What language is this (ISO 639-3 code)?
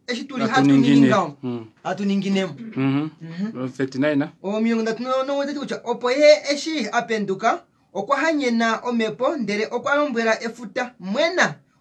kua